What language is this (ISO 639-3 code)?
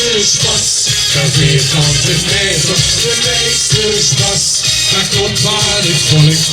lim